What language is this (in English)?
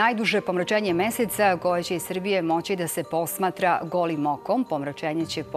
Serbian